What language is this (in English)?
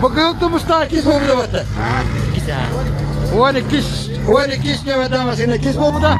Yakut